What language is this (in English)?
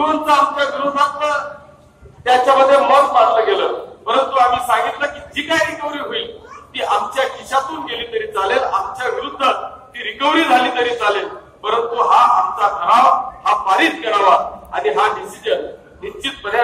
Marathi